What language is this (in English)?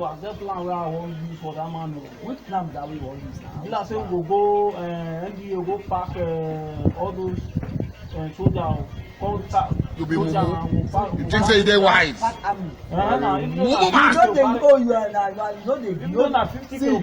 Nigerian Pidgin